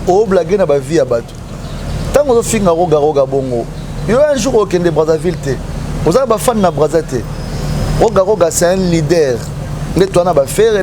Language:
Lingala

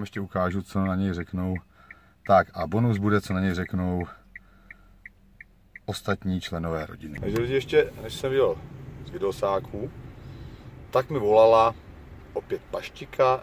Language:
Czech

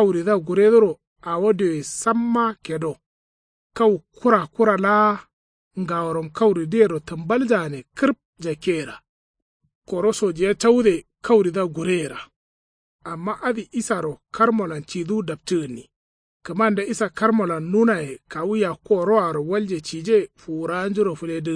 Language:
Kanuri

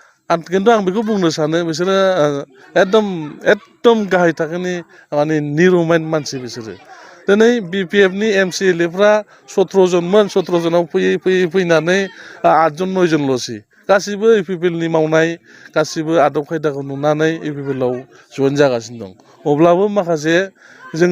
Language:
Bodo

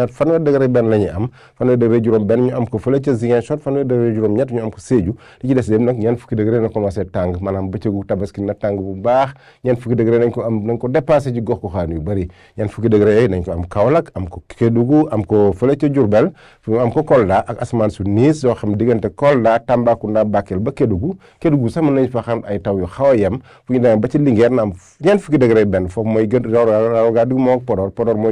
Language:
Wolof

